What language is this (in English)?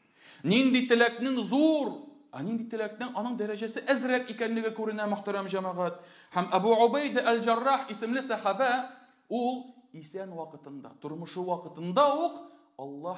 Tatar